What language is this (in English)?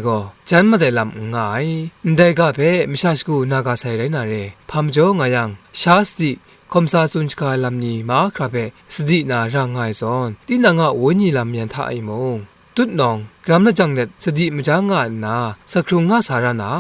Kachin